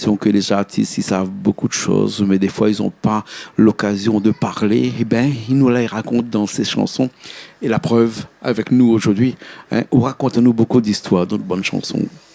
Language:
Réunion Creole French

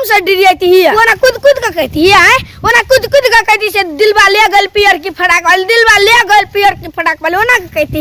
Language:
Maithili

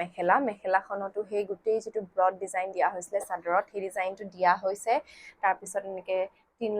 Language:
Assamese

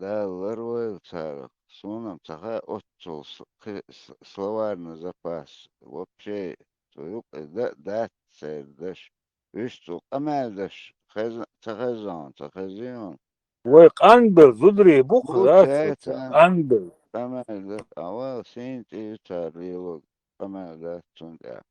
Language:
Chechen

